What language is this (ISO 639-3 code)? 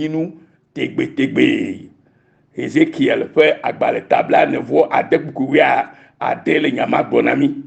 ewe